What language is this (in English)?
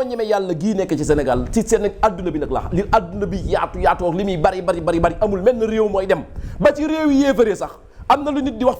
Wolof